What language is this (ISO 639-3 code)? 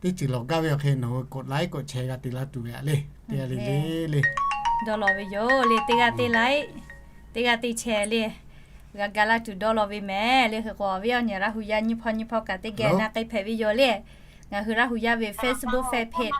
lhu